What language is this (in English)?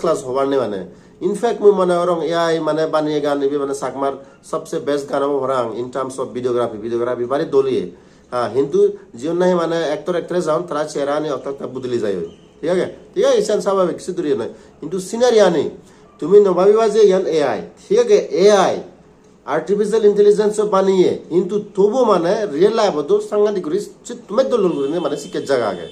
Chakma